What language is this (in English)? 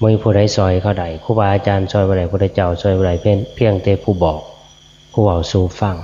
Northeastern Thai